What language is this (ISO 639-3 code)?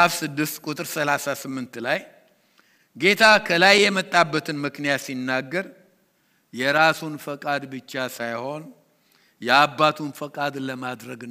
amh